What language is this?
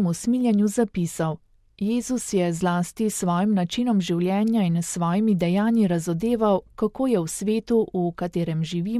Slovenian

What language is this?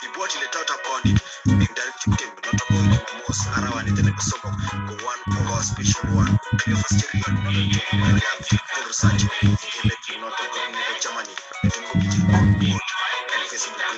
Kalenjin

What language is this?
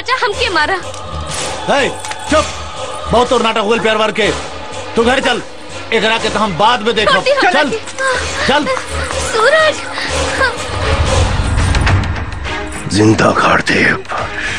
Bhojpuri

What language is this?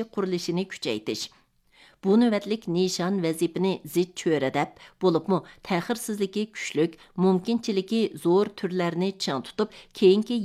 Uyghur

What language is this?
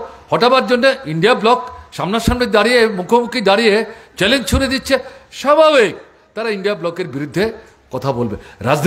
Bangla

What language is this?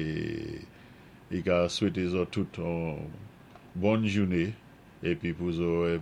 Saint Lucian Creole French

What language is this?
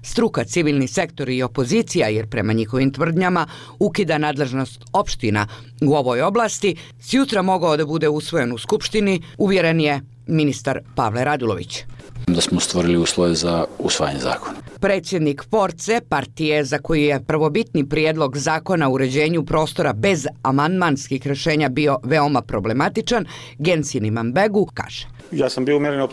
Croatian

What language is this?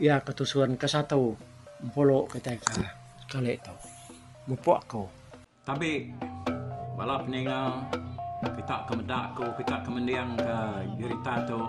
Iban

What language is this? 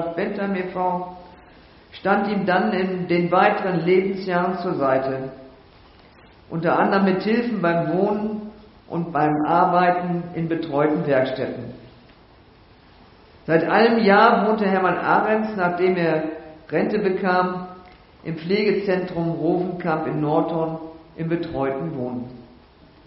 German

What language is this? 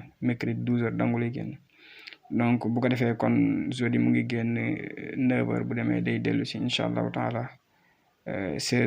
Wolof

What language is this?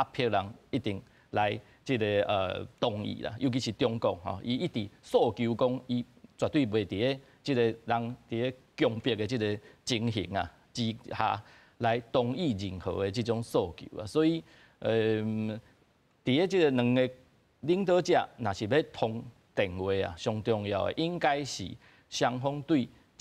Min Nan Chinese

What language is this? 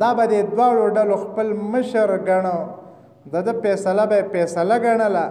Pashto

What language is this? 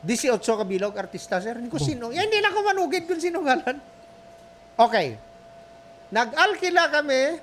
Hiligaynon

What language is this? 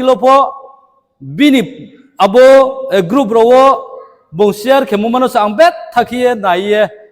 Riang (India)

